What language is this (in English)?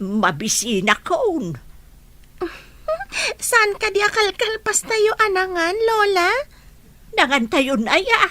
Iloko